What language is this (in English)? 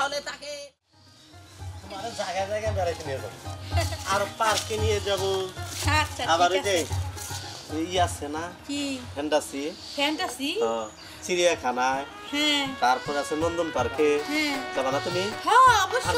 Bangla